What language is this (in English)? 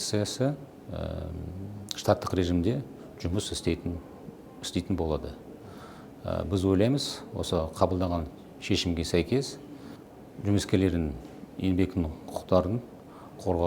Kazakh